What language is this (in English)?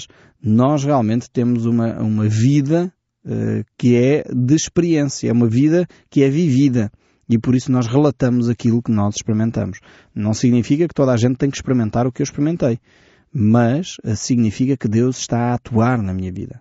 Portuguese